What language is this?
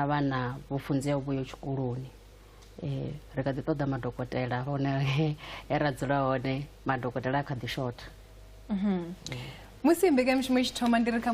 Venda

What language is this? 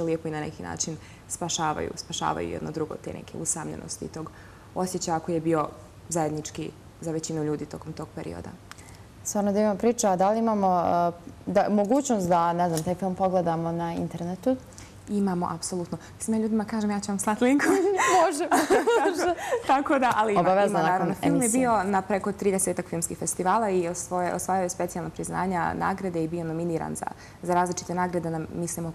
Bosnian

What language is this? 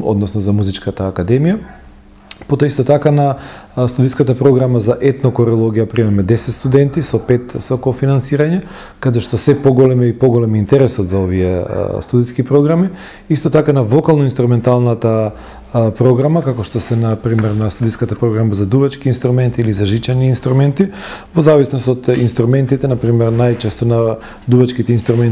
Macedonian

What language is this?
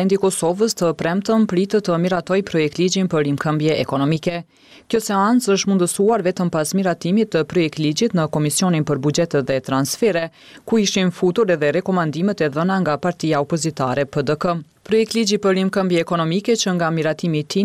Albanian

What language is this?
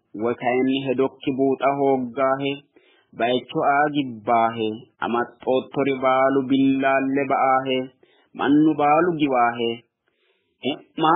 Sidamo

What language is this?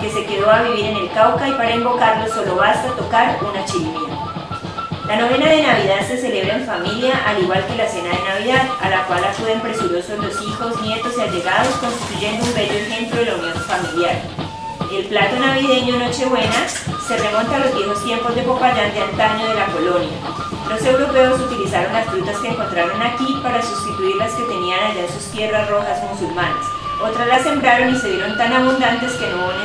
Spanish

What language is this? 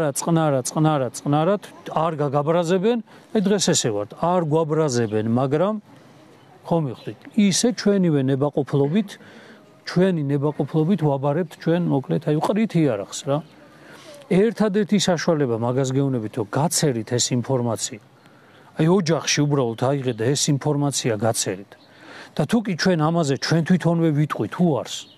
Georgian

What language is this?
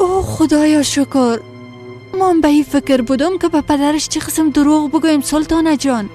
Persian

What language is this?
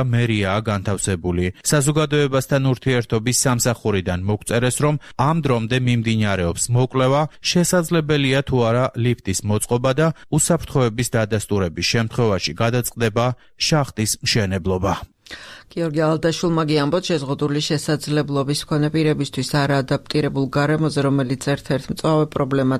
Georgian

